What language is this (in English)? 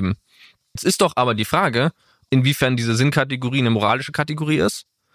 German